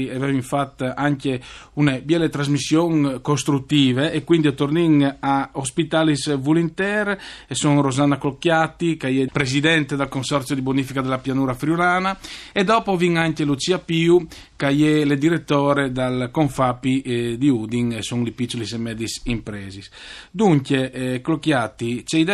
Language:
Friulian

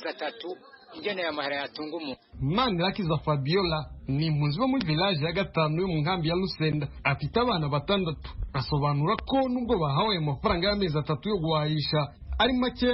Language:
Rundi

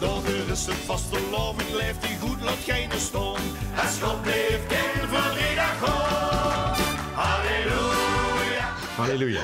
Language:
Limburgish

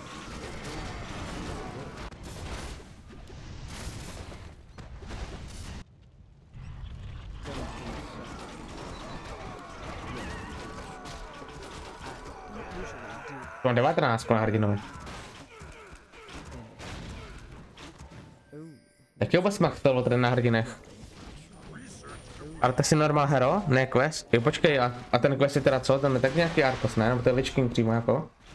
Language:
Czech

